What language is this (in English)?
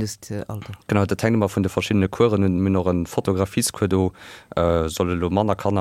Luxembourgish